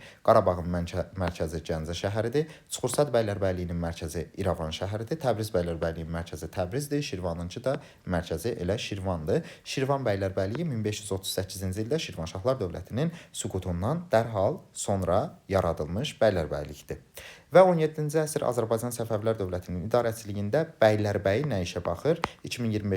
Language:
Azerbaijani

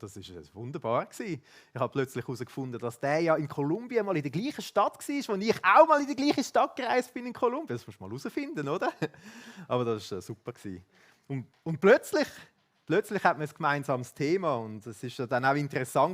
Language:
Swiss German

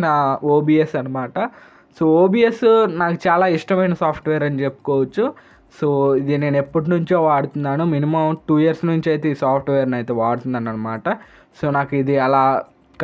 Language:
Telugu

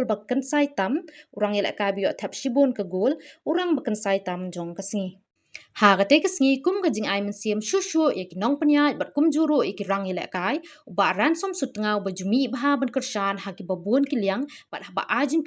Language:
Khasi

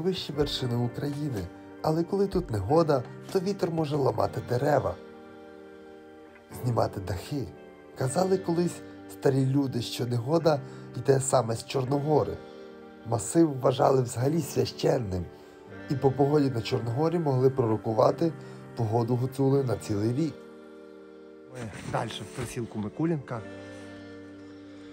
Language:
Ukrainian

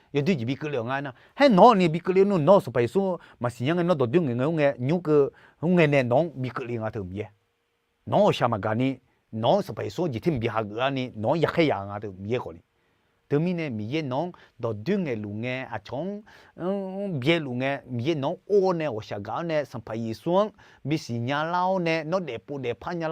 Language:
Akha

